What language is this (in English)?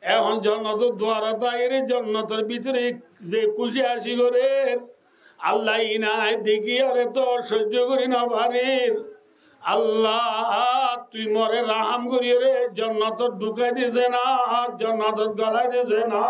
Rohingya